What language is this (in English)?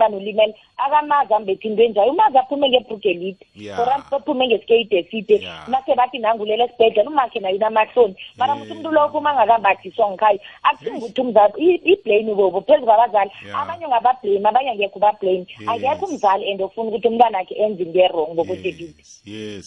South Ndebele